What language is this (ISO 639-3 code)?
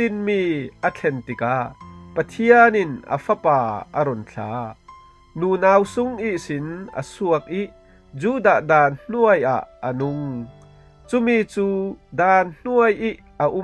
cfm